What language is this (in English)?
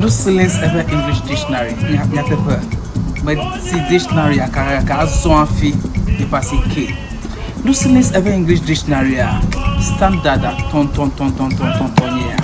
Ewe